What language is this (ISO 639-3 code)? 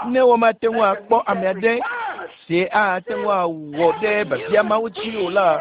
ewe